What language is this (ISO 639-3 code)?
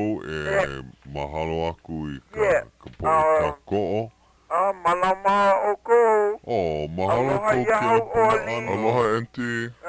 haw